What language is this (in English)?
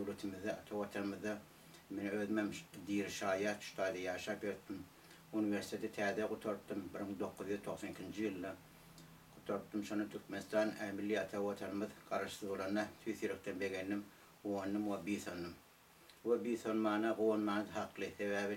Turkmen